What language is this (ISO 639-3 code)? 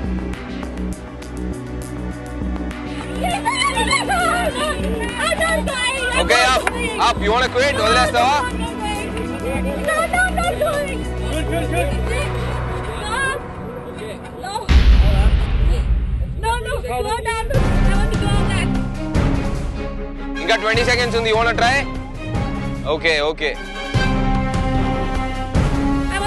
tel